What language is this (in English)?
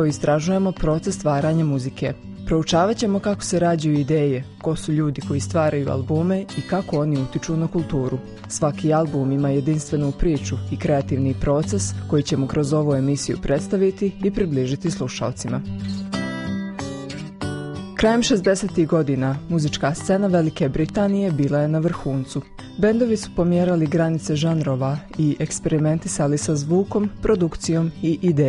Bosnian